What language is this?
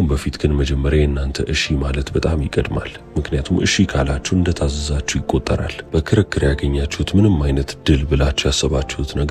Amharic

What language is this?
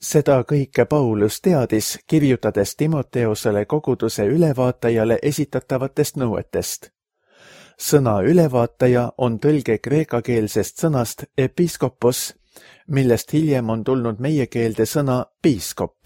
Estonian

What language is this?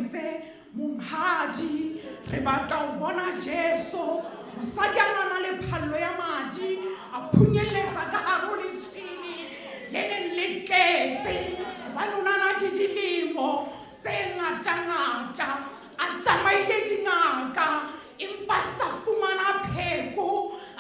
Southern Sotho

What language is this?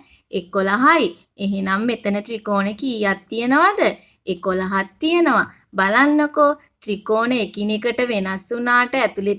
Sinhala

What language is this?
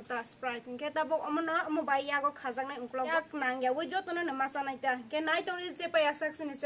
Kok Borok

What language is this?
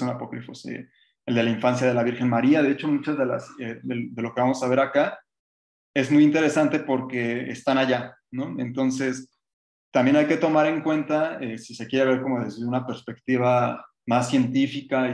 Spanish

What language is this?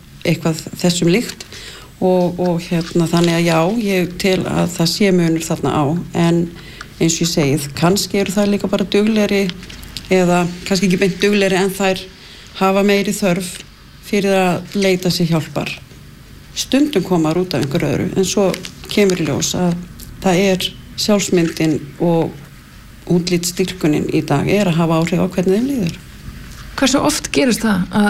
Icelandic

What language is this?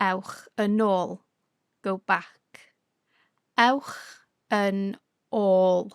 Welsh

